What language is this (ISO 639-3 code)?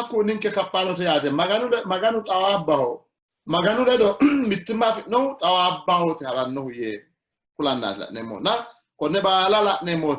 sid